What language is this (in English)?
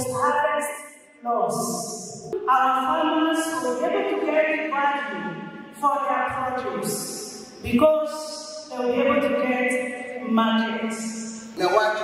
Meru